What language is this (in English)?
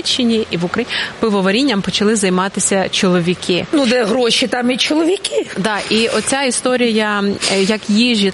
Ukrainian